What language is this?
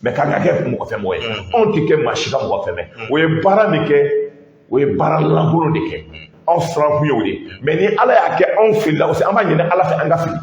Bambara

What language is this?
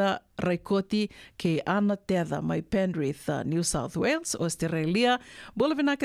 Fijian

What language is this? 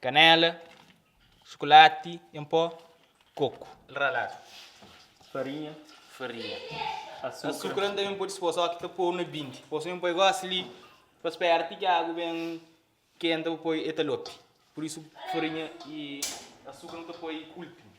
Kabuverdianu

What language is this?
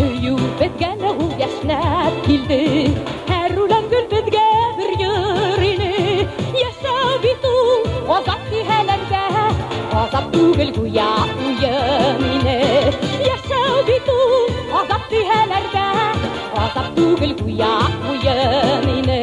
Bashkir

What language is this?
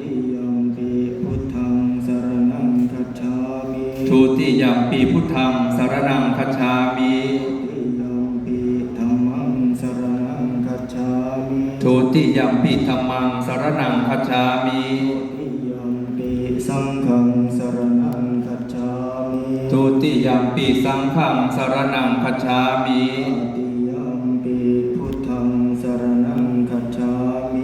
Pali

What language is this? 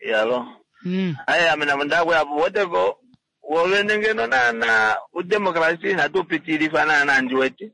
Kuanyama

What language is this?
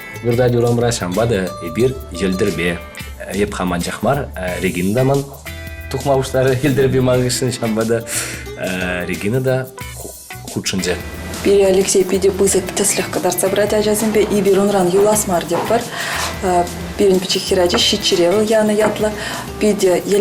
Chuvash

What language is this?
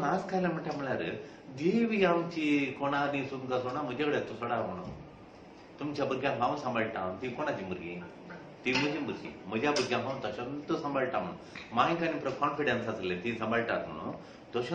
Konkani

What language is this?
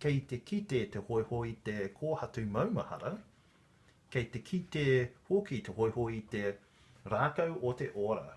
Māori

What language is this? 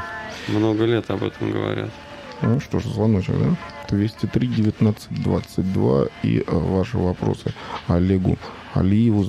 Russian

